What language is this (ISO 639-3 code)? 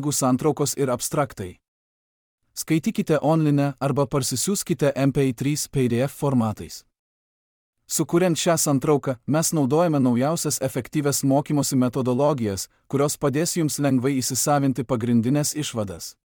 lit